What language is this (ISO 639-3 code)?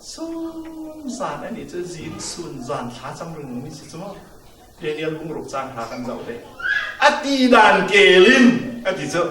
cfm